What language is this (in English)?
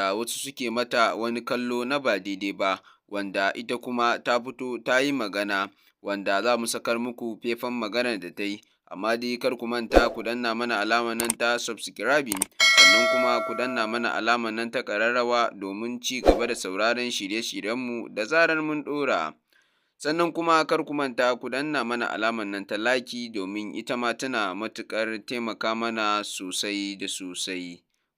Hausa